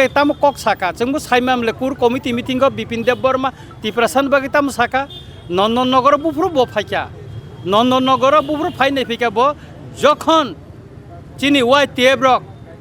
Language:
Kok Borok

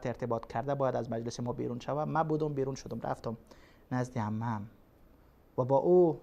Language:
Persian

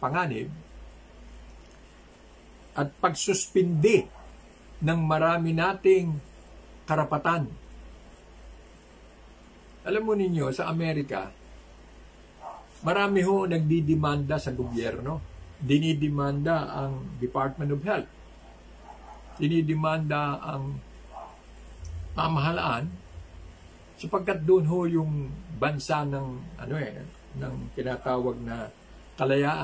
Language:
Filipino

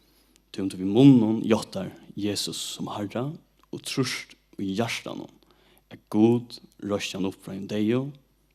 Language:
Faroese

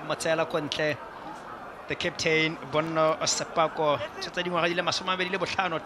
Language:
Tswana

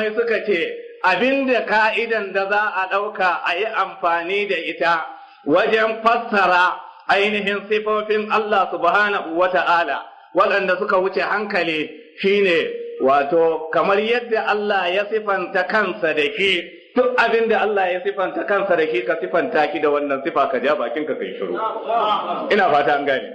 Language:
Hausa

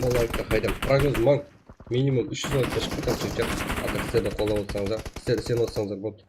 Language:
Kara-Kalpak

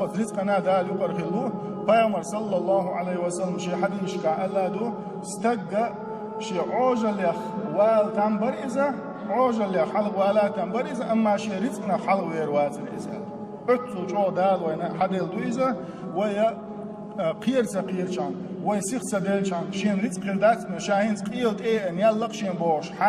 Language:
Chechen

